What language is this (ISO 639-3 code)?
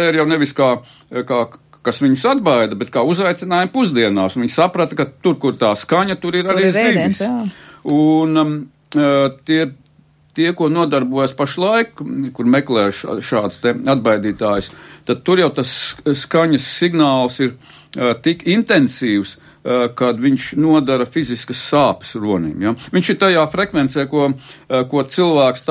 lav